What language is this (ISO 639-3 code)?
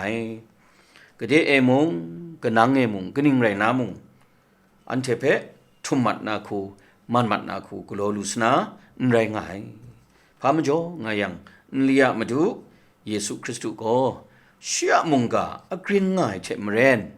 kac